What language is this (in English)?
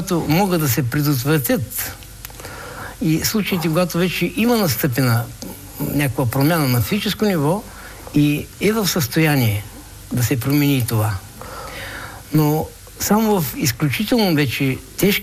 Bulgarian